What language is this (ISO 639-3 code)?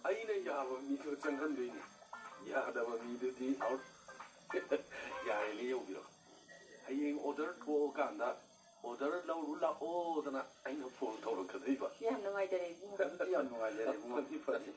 mni